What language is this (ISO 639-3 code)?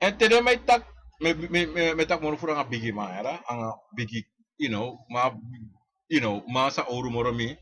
srn